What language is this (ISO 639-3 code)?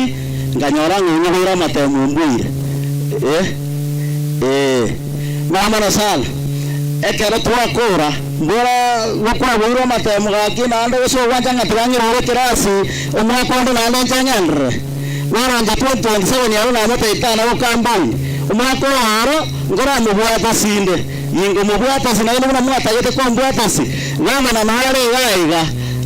guz